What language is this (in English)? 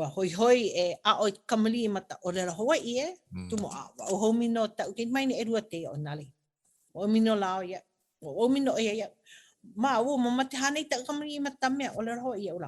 Hawaiian